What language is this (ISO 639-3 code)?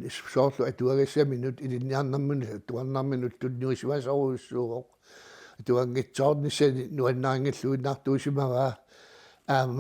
kal